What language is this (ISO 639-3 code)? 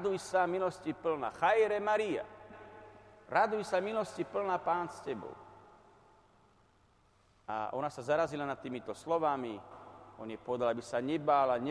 slk